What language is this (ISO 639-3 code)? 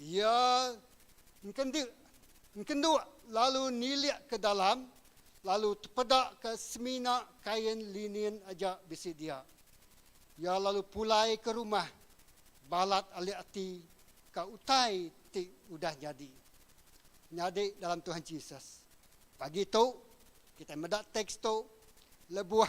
iba